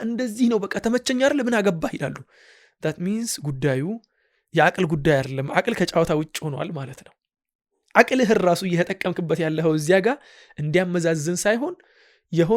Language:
Amharic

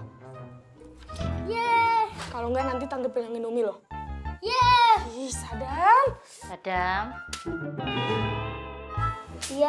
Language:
Indonesian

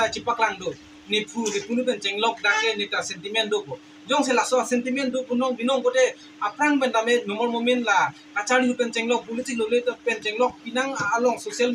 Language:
Karbi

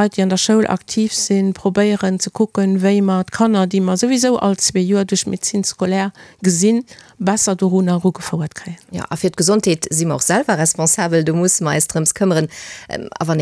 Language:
Luxembourgish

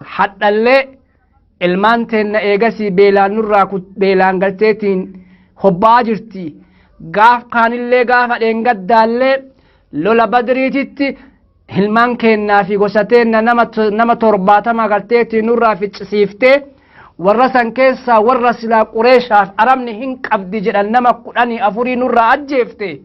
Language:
Oromo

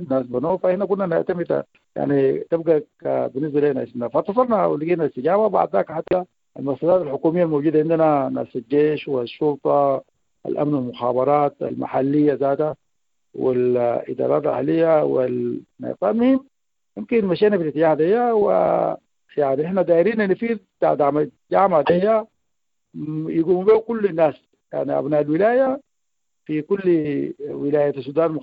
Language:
Sudanese Arabic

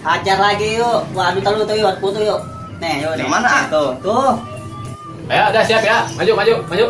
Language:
Betawi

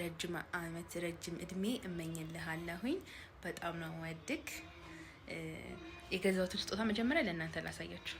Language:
Amharic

